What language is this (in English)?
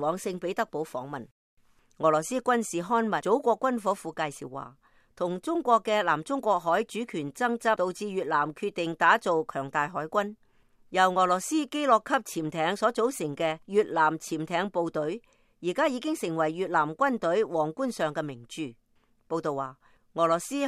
Cantonese